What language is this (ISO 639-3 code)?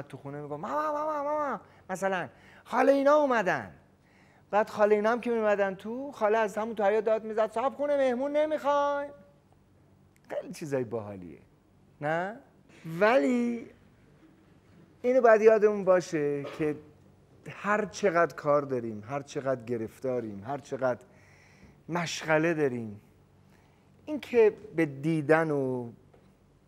fas